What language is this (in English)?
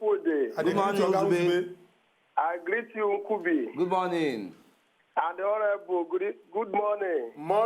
Nigerian Pidgin